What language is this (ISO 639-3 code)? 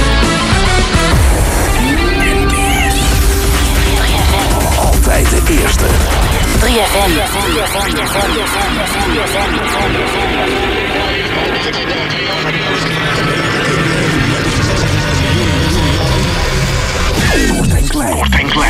nld